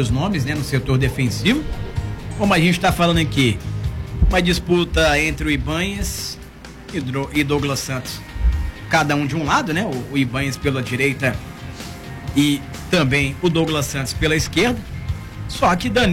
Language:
Portuguese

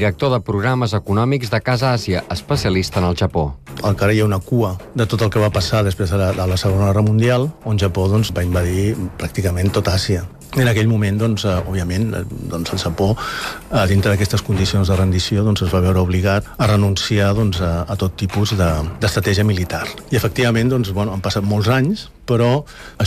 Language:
Catalan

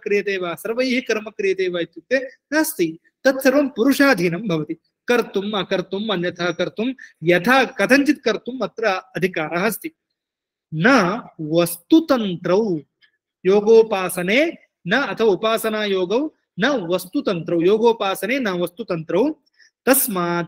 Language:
Sanskrit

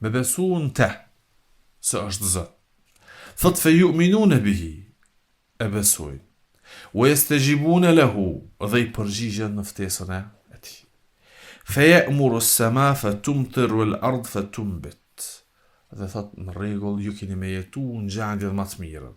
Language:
Albanian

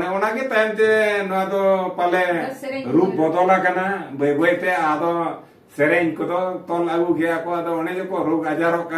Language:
Santali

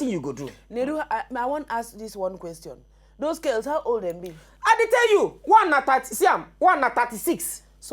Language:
Nigerian Pidgin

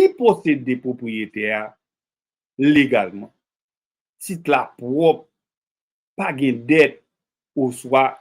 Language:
Haitian Creole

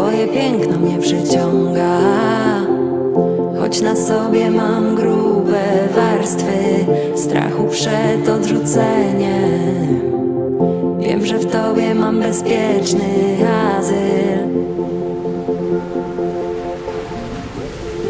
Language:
Polish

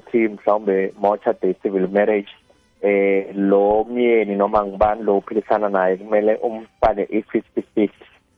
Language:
South Ndebele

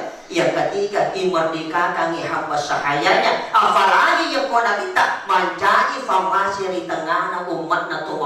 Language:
Buginese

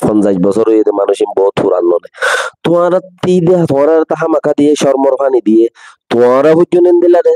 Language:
Rohingya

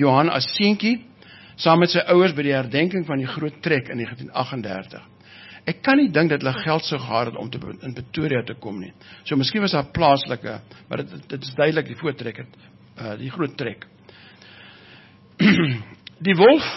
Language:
Afrikaans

